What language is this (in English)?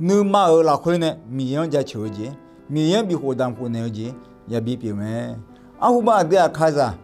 Akha